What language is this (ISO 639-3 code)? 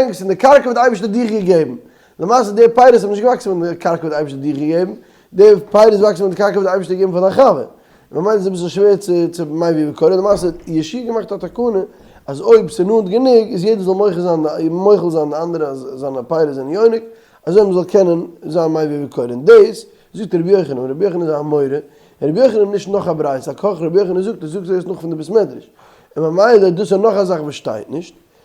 yid